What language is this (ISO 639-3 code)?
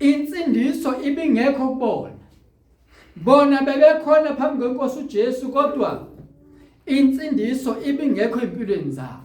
zul